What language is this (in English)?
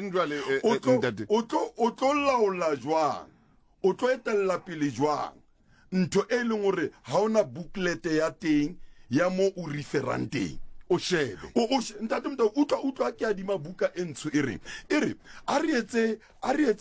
Southern Sotho